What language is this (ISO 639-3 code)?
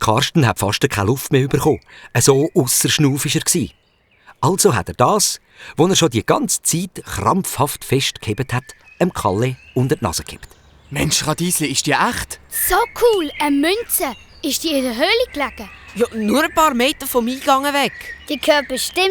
gsw